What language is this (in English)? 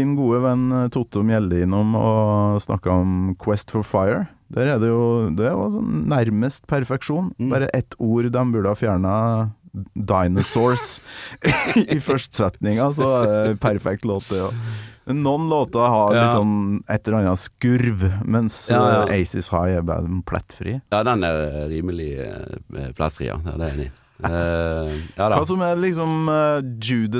Norwegian